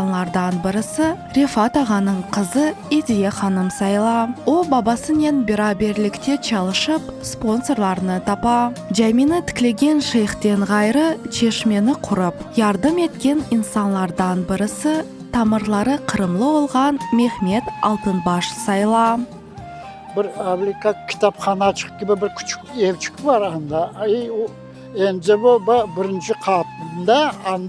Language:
Crimean Tatar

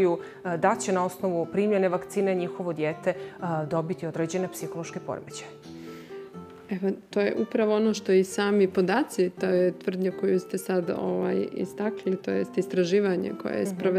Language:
Bosnian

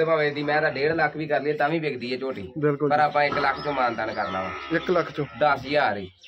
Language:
Punjabi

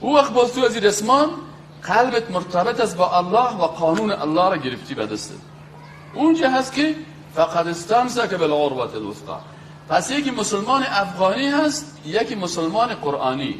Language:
Persian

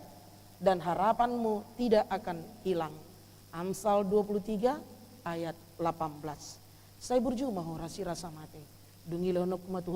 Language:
Batak Toba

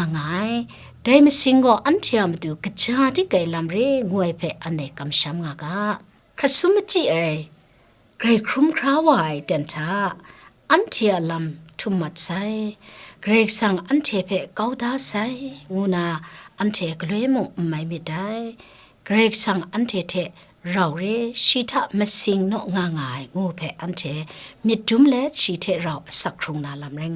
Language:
Kachin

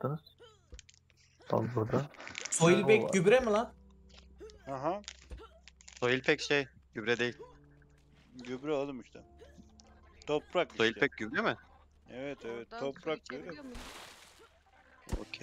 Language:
Turkish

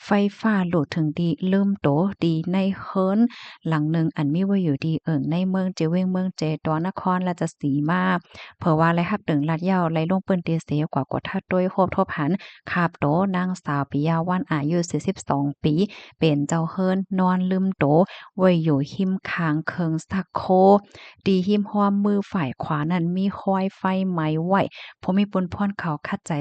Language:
Shan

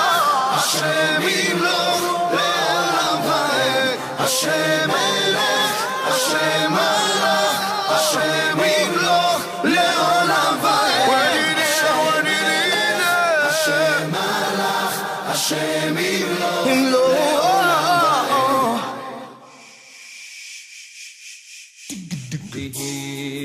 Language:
Hebrew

